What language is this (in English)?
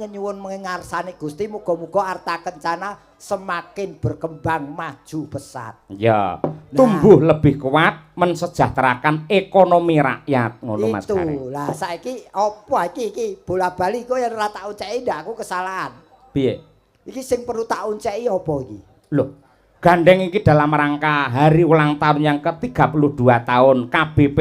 Javanese